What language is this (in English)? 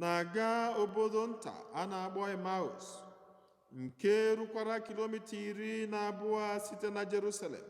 Igbo